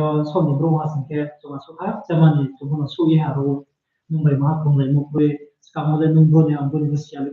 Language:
Riang (India)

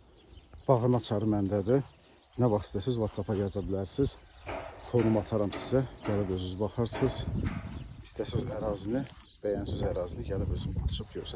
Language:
Azerbaijani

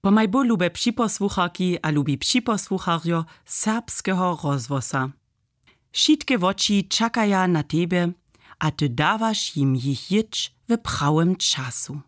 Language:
Upper Sorbian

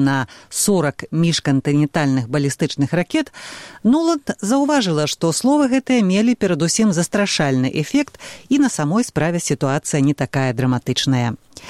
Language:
Belarusian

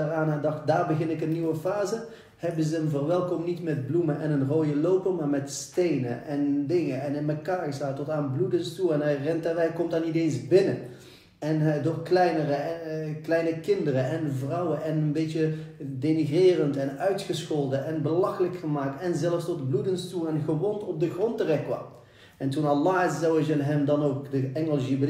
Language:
Dutch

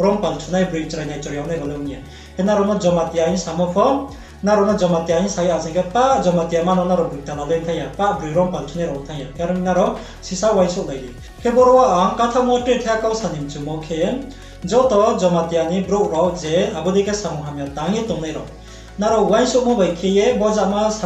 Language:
Riang (India)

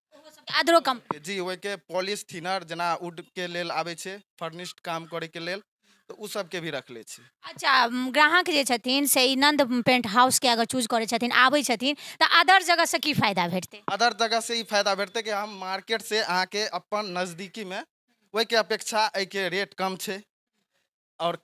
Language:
Maithili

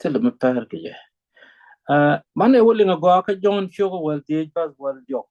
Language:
Nuer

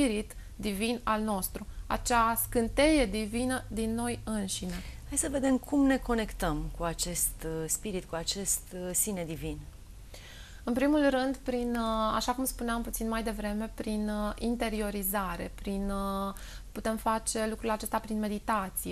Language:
Romanian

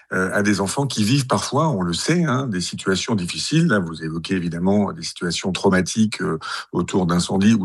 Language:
French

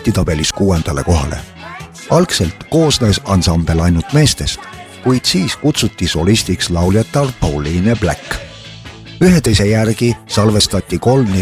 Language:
Estonian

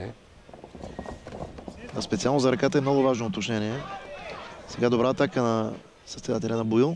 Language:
Bulgarian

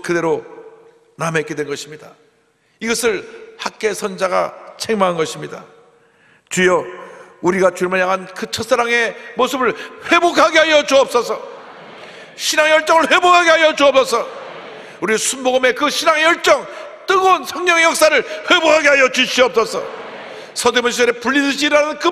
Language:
Korean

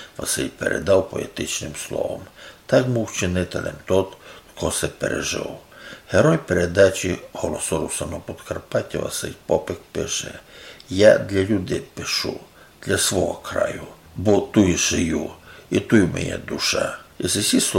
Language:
Rusyn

